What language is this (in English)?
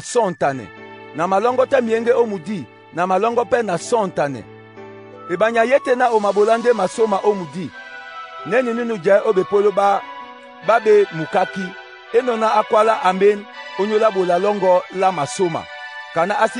Duala